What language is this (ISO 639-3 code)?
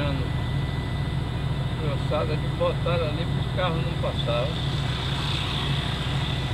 por